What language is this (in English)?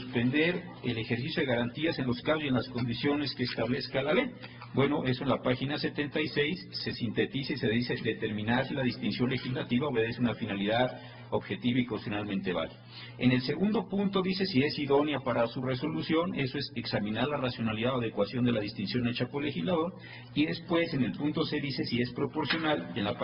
Spanish